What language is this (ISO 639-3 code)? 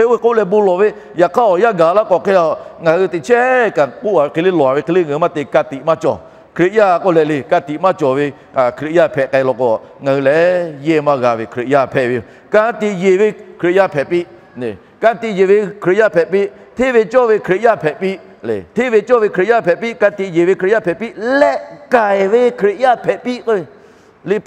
lhu